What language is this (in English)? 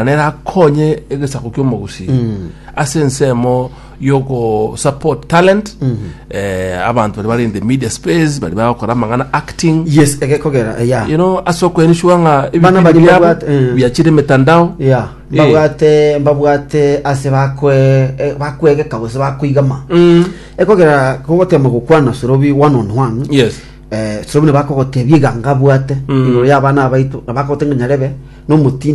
Gusii